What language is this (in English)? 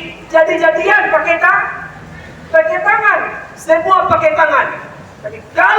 Minangkabau